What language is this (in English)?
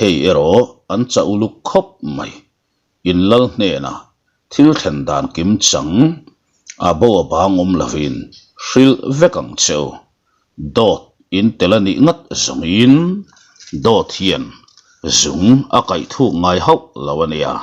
Mizo